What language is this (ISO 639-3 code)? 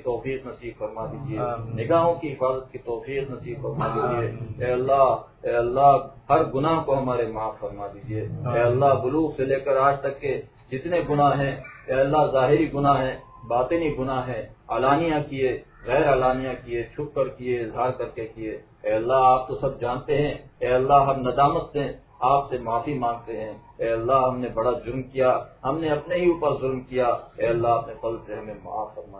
urd